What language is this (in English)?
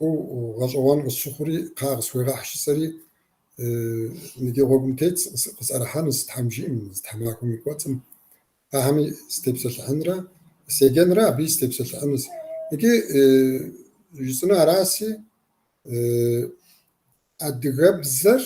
Kabardian